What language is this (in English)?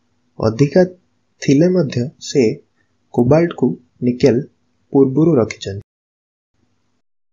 Odia